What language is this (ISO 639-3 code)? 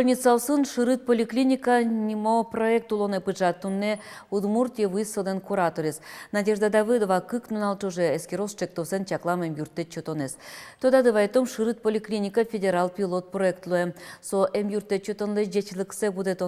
udm